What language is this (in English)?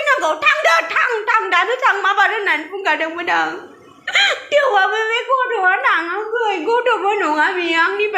Bodo